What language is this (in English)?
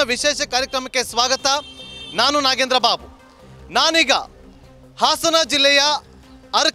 Kannada